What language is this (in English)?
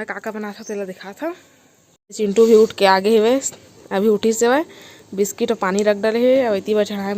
Chhattisgarhi